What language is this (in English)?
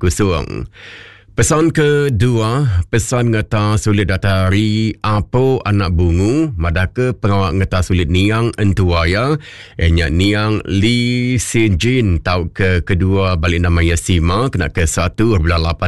Iban